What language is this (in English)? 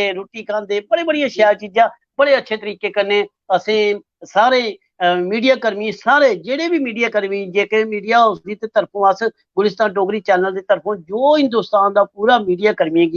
Dogri